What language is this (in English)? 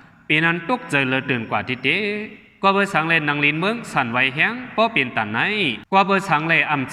Shan